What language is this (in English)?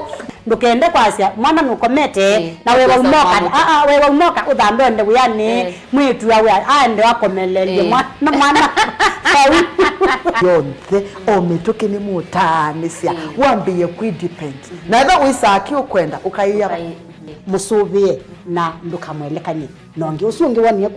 Kamba